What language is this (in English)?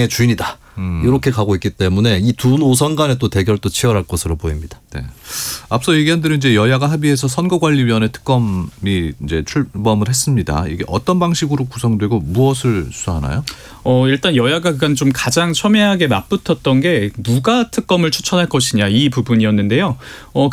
Korean